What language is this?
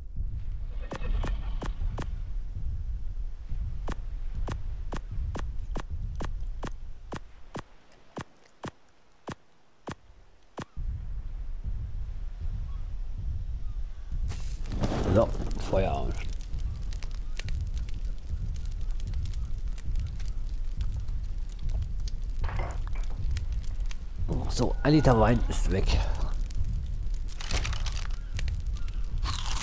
German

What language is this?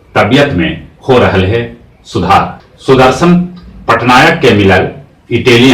Magahi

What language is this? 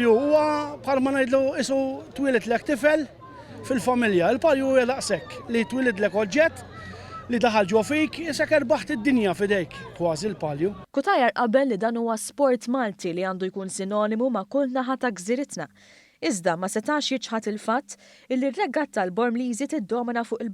Maltese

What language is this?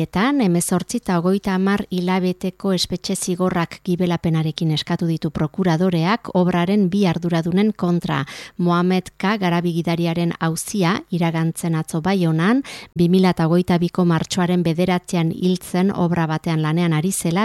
Basque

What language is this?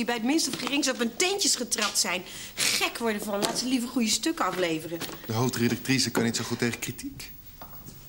Dutch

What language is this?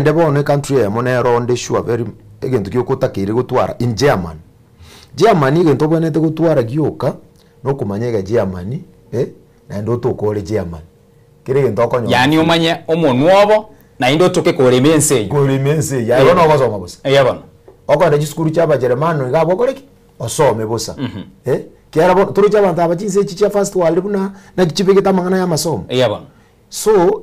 Gusii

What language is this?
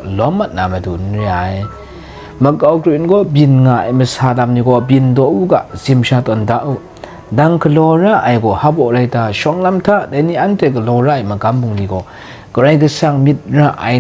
Kachin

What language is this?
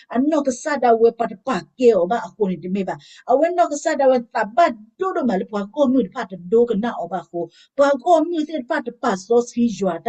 S'gaw Karen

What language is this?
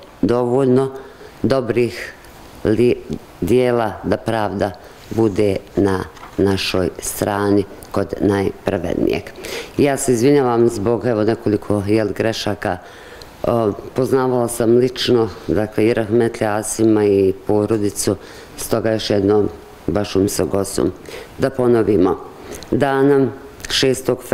Bosnian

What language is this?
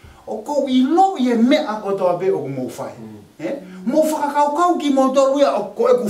Tongan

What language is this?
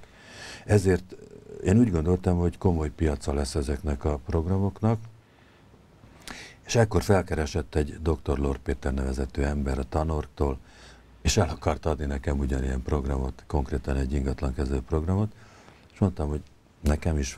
Hungarian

